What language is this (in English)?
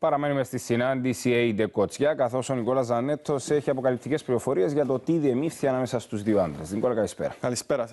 Greek